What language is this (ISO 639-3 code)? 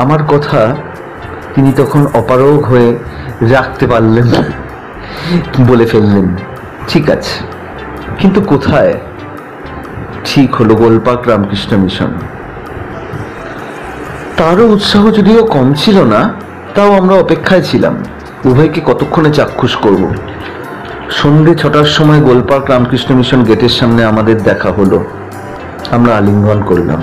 ben